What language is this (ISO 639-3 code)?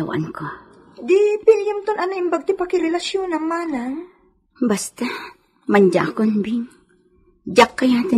ilo